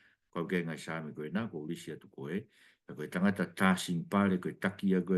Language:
Tongan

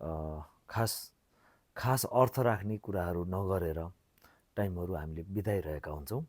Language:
Nepali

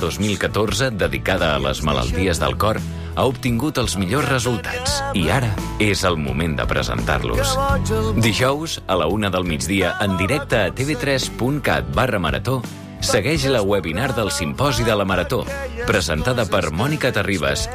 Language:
Catalan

